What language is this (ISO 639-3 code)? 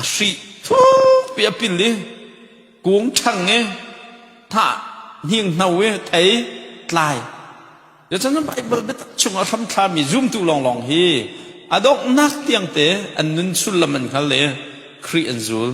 cnh